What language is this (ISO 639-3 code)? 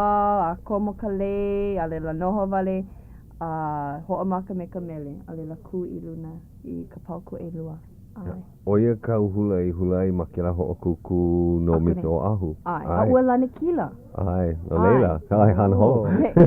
haw